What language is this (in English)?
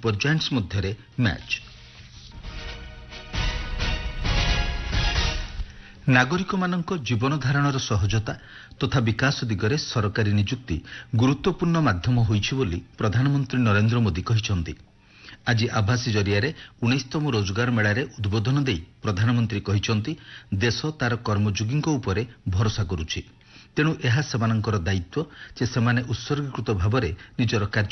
Odia